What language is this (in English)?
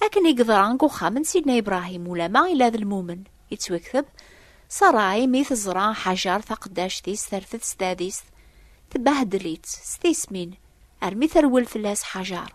Kabyle